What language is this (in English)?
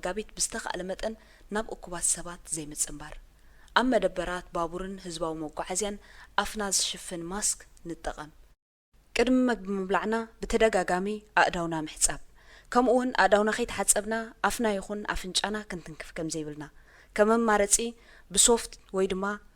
Tigrinya